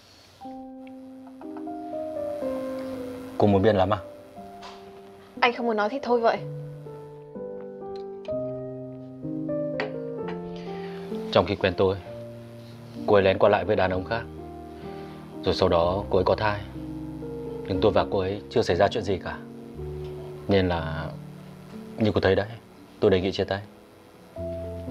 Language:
Vietnamese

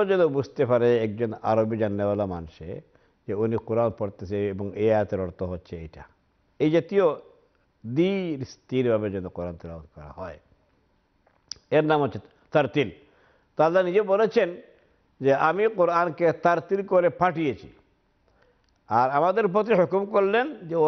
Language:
Bangla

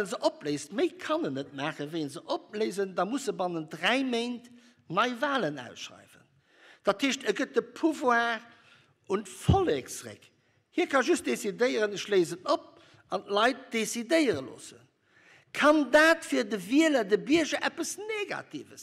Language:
Luxembourgish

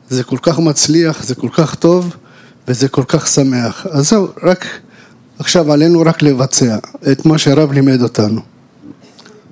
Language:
Hebrew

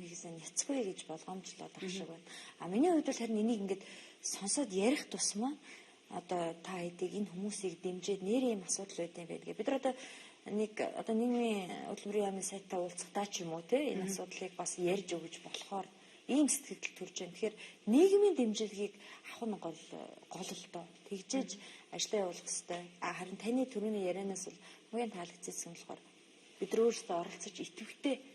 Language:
Mongolian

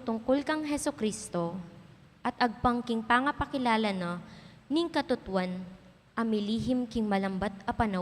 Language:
Pampanga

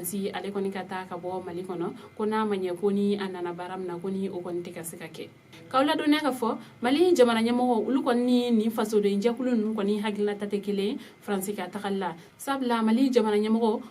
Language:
Bambara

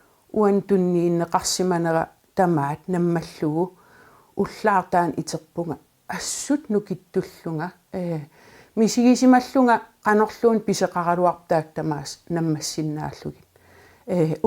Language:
Kalaallisut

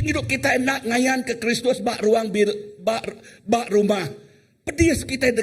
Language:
Iban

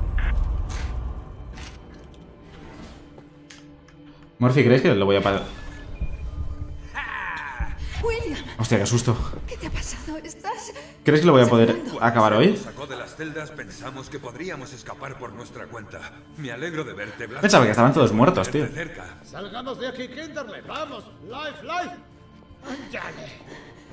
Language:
Spanish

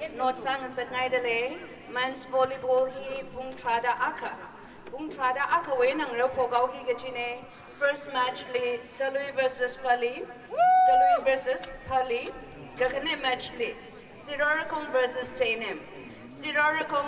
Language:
Tangkhul Naga (India)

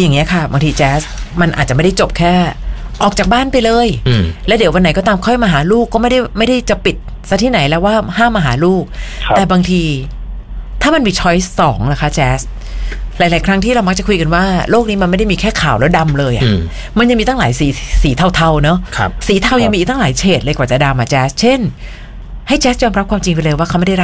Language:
Thai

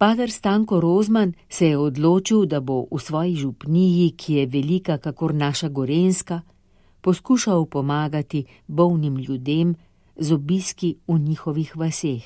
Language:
Slovenian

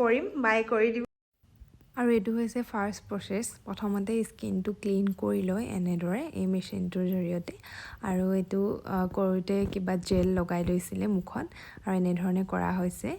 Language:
Assamese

